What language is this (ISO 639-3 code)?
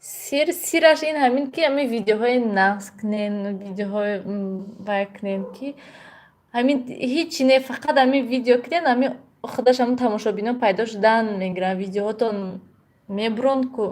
tgk